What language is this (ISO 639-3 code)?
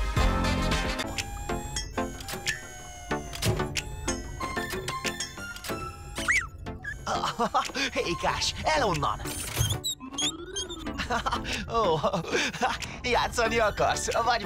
hun